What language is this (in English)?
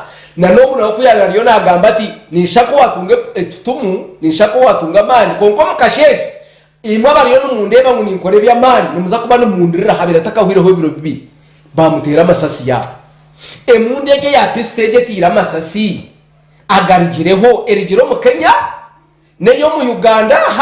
Nyankole